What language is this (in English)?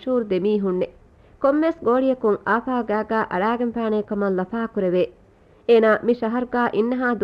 Divehi